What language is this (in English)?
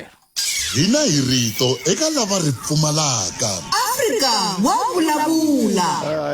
Tsonga